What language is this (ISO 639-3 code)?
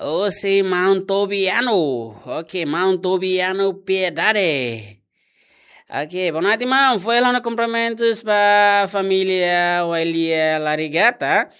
tet